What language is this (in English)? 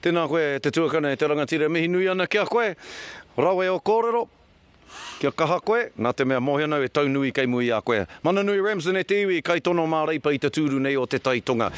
Māori